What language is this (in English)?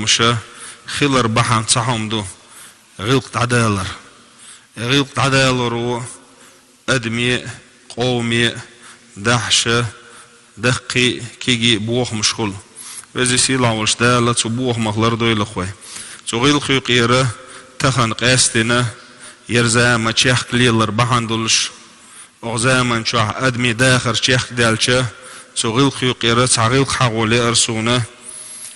Chechen